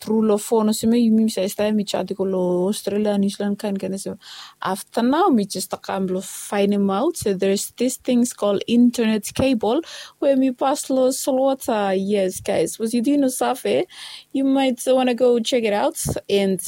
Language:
Bislama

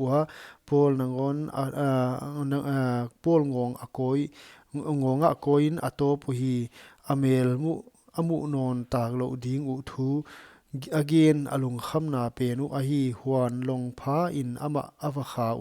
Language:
Paite Chin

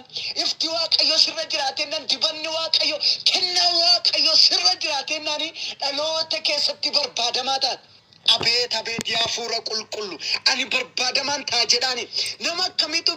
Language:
Oromo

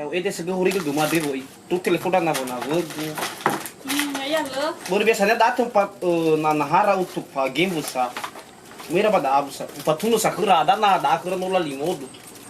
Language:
Nias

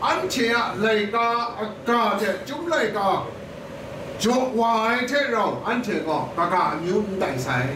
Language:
Kachin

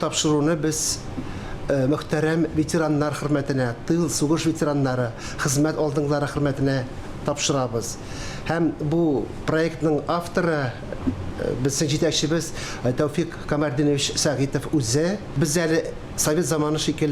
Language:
Tatar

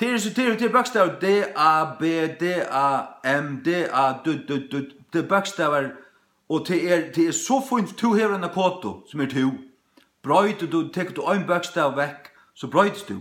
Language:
Faroese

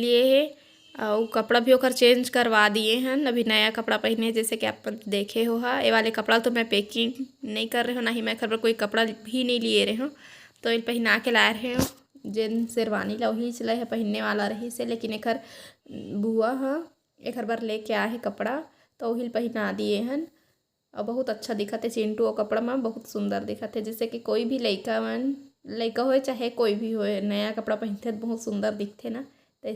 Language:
Chhattisgarhi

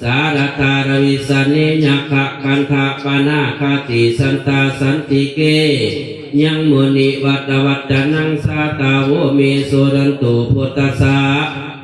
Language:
Pali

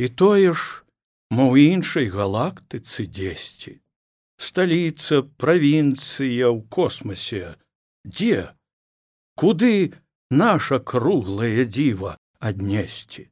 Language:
Belarusian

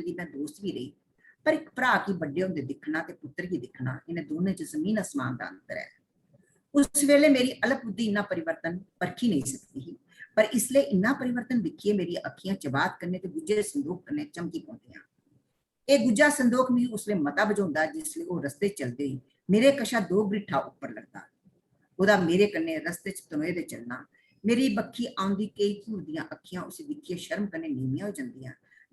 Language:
Dogri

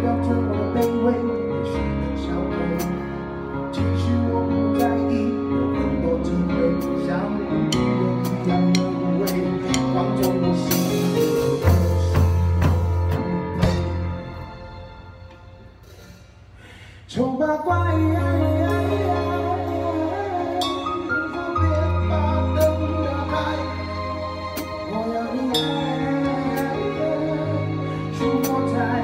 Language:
Chinese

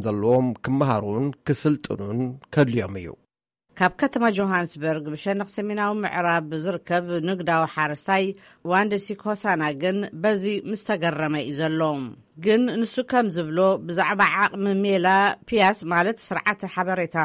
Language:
Tigrinya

